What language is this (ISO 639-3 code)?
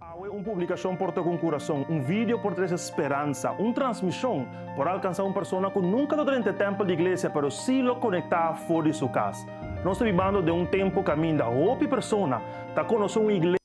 pap